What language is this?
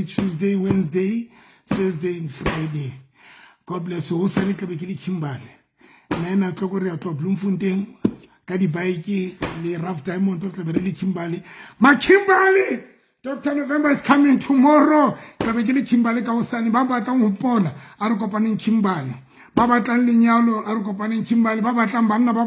Southern Sotho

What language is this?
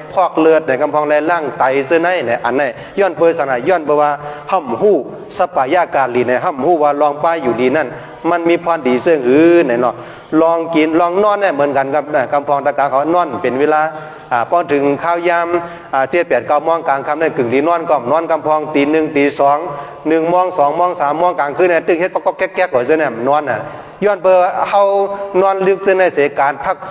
Shan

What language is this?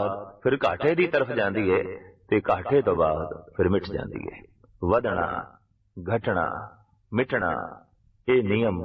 Punjabi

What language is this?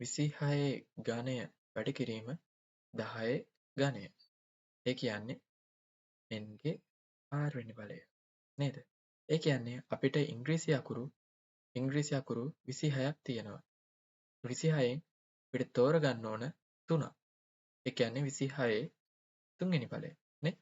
Sinhala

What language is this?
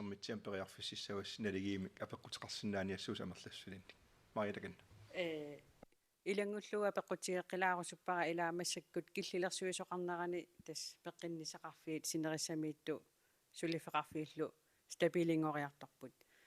Kalaallisut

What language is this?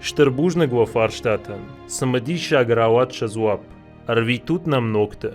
Ossetic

